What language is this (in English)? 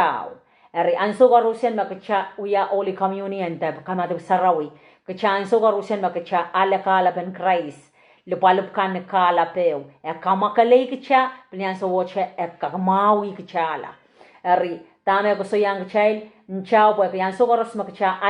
Pohnpeian